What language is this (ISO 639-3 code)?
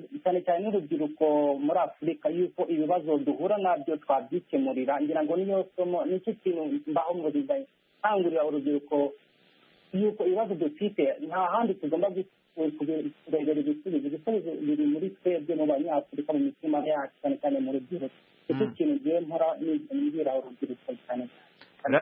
kin